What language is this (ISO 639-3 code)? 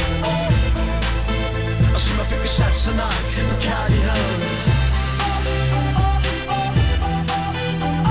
dan